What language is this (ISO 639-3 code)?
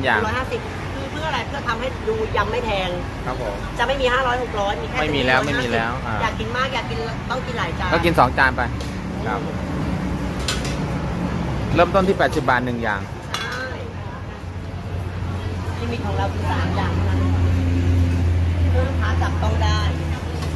tha